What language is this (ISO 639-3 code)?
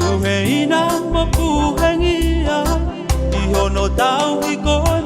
ton